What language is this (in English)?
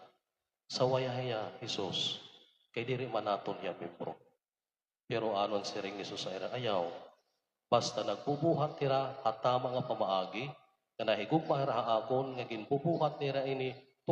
Waray